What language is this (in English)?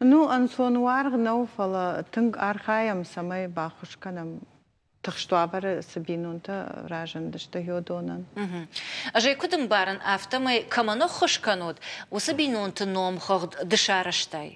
Ossetic